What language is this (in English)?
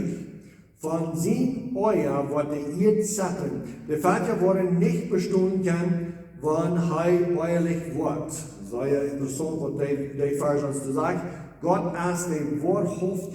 Plautdietsch